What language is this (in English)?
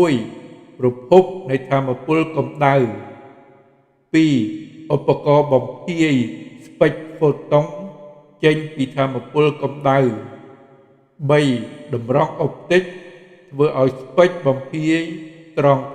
Khmer